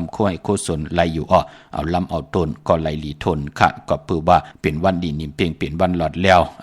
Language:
Shan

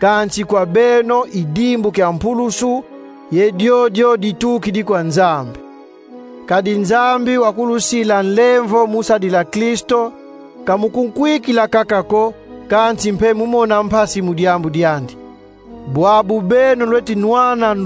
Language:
Kongo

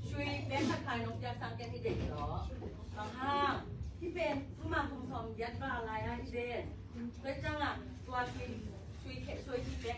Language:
Tedim Chin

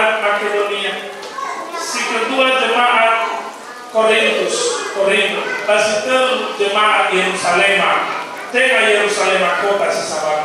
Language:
Nias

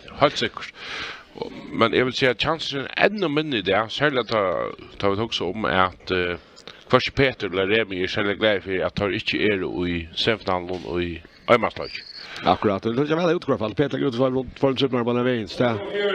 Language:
Faroese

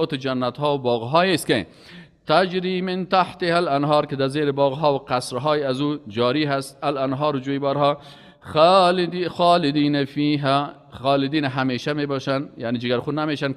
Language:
Persian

